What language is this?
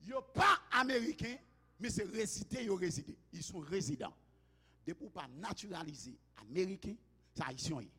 Haitian Creole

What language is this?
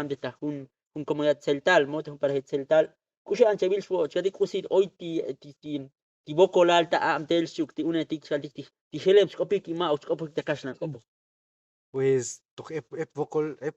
Tzotzil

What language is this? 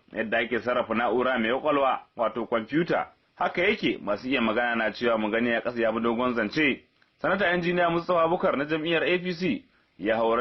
Hausa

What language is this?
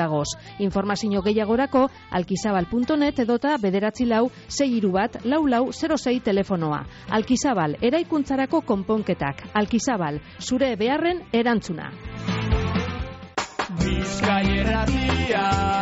Basque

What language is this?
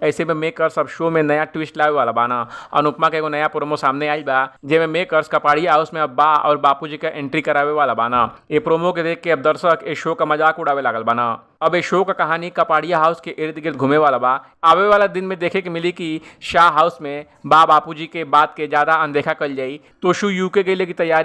Bhojpuri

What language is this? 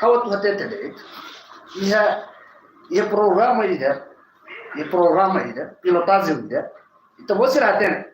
Tetum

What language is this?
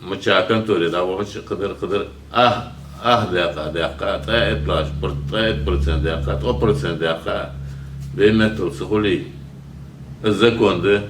Ingush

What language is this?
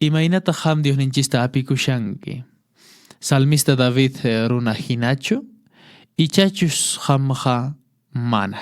Quechua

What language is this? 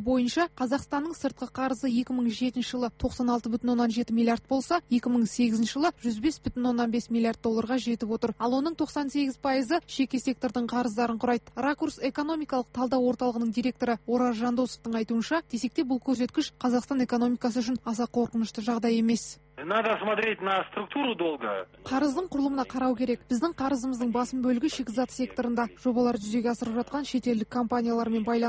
Kazakh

